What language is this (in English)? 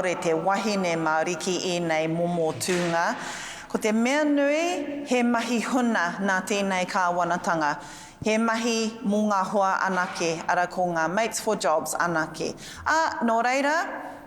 Māori